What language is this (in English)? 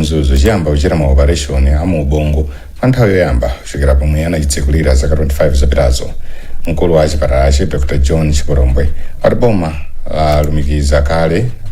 Nyanja